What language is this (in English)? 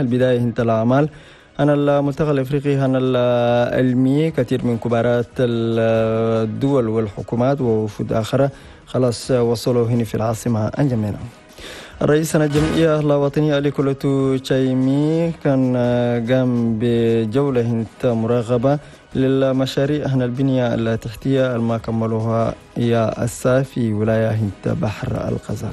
Chadian Arabic